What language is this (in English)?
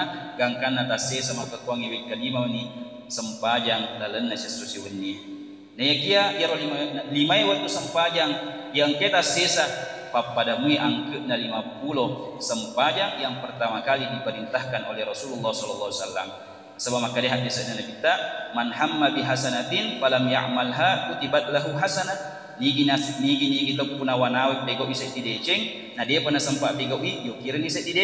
Buginese